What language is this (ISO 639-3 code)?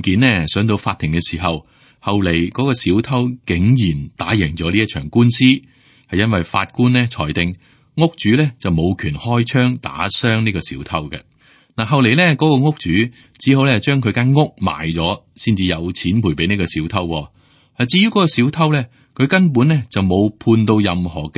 yue